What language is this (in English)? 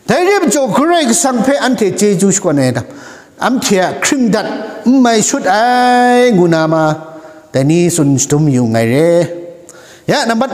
Kachin